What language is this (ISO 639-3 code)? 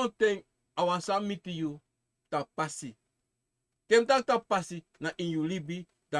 srn